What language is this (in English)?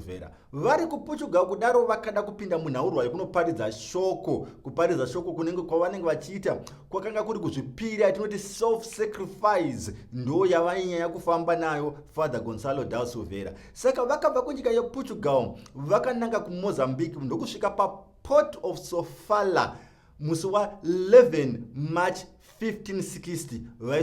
Shona